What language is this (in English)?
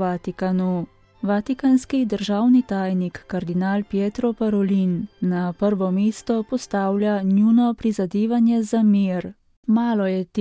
Slovenian